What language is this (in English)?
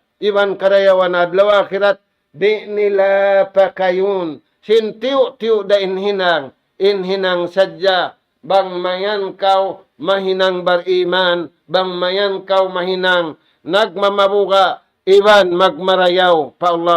Tausug